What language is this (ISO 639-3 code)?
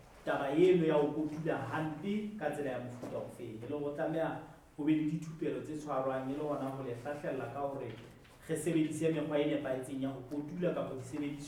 sot